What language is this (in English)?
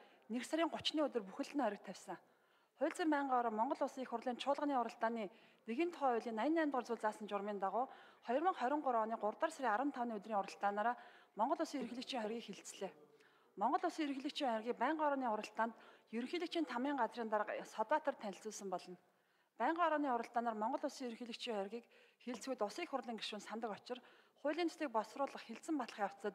Mongolian